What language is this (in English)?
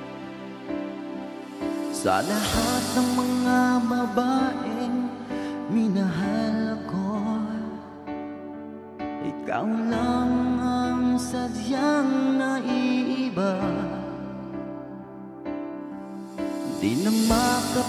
Filipino